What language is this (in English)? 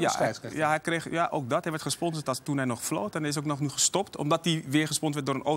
Dutch